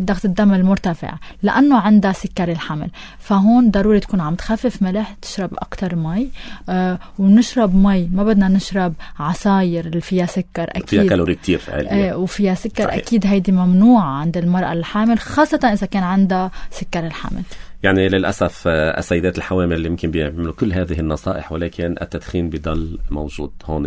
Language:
North Levantine Arabic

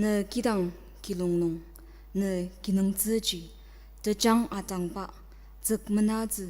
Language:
Ao Naga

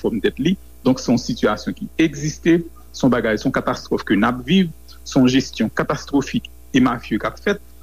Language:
Haitian Creole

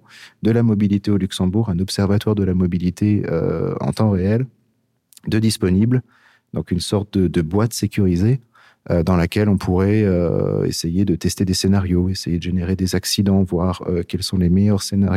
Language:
Luxembourgish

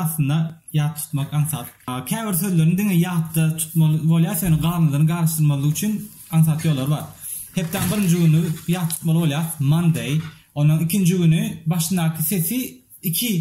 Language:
Turkmen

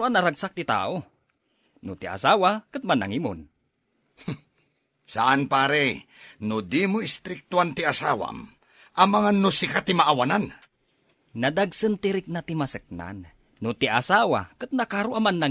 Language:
Iloko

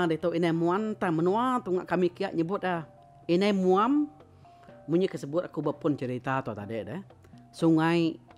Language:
Iban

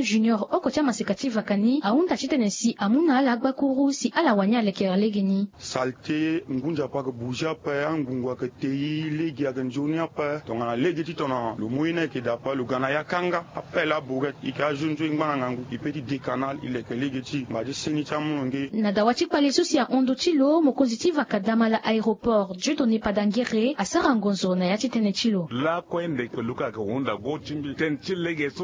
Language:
Sango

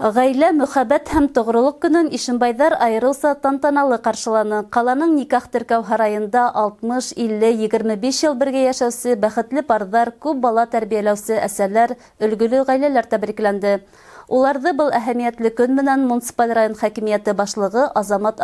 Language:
Bashkir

